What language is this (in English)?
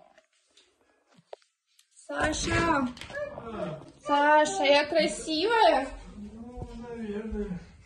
Russian